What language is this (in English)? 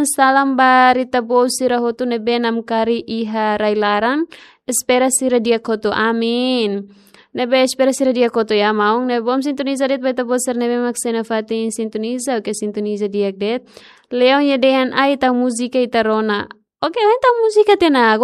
Tetum